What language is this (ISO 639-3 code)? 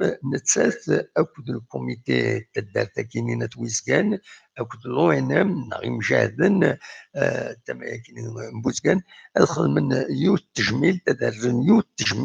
kab